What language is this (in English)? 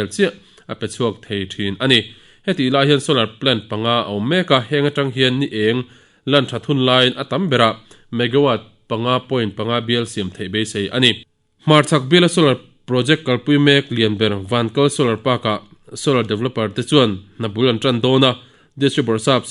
Mizo